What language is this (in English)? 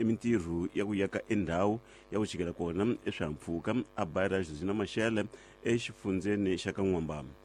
Tsonga